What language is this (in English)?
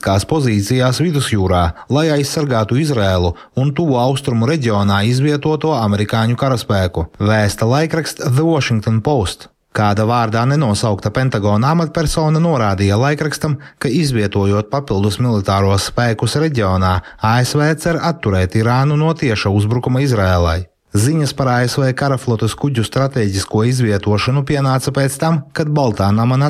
Latvian